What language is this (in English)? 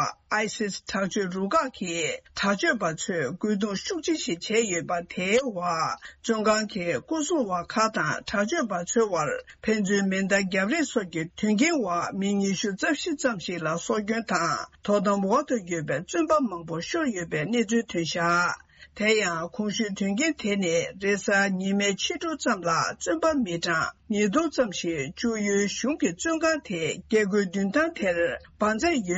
Tibetan